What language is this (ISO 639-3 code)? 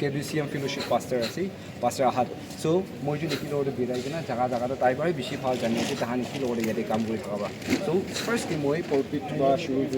nag